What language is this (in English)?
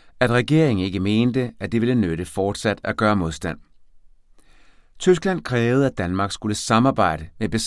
Danish